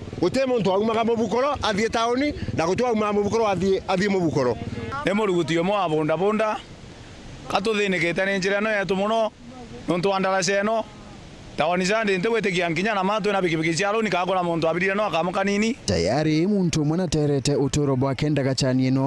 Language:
Meru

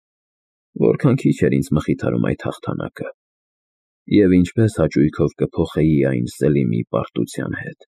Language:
Armenian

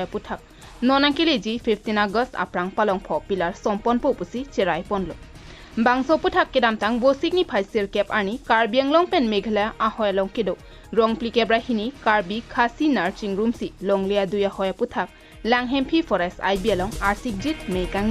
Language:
Karbi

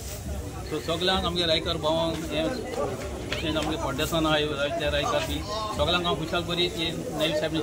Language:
Konkani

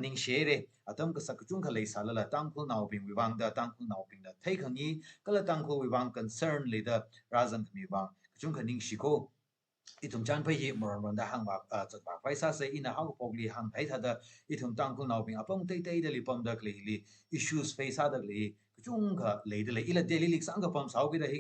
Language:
Tangkhul Naga (India)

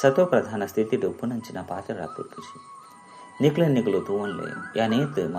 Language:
Tulu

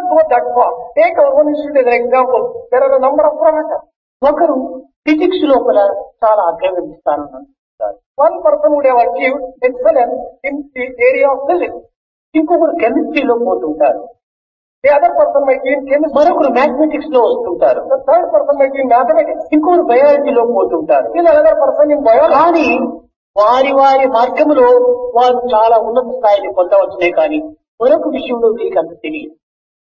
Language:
Telugu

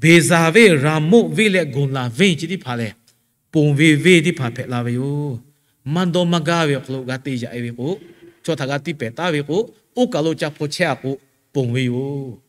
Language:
Lahu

